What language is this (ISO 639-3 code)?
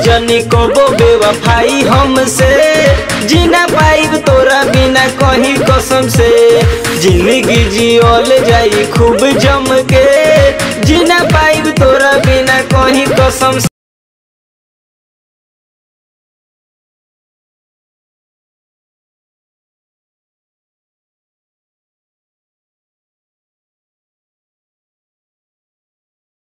bho